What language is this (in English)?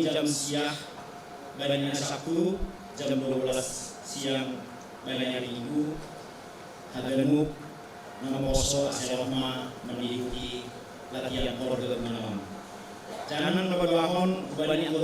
Batak Simalungun